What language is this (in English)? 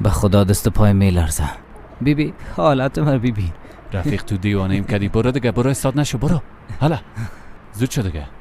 Persian